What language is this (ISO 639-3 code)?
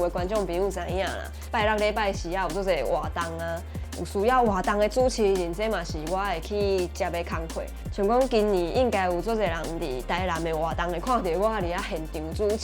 nan